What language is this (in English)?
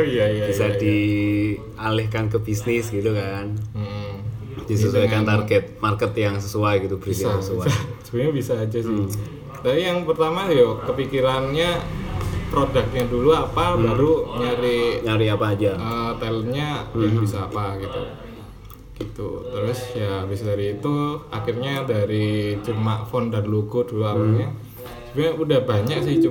Indonesian